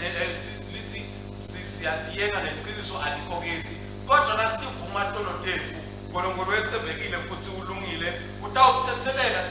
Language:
Swati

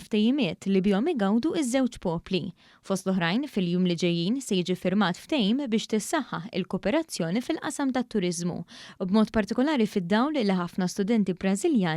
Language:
Maltese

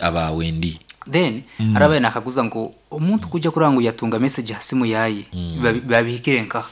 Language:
Nyankole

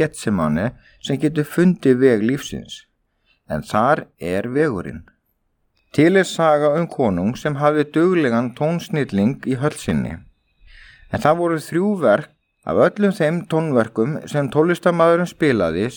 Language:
Icelandic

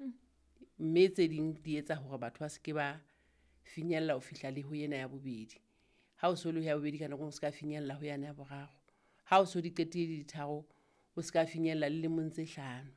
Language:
Southern Sotho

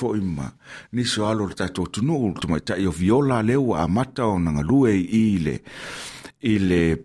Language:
Samoan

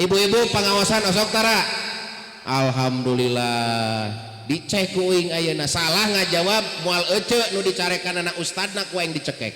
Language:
Sundanese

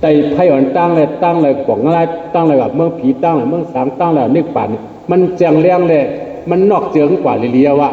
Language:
Shan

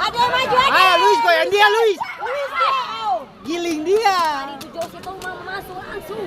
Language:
Ambonese Malay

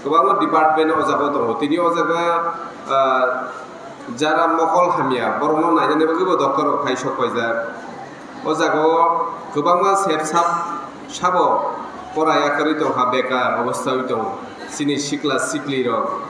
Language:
Kok Borok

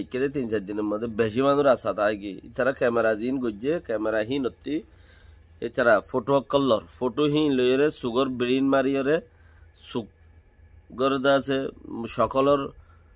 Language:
Rohingya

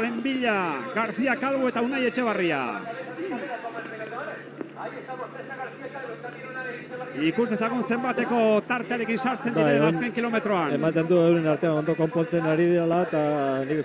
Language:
Basque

